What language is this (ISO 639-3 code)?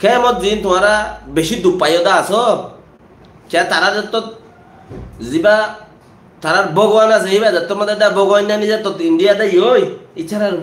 rhg